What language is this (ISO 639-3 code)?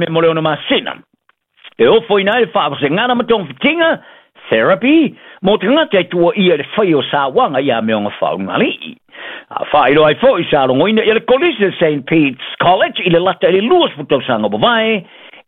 smo